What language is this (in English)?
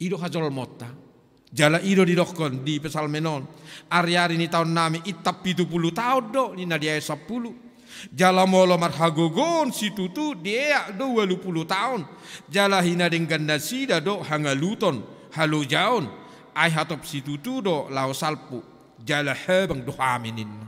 Batak Toba